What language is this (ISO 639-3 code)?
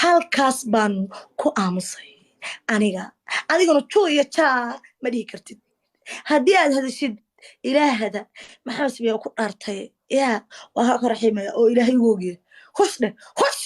som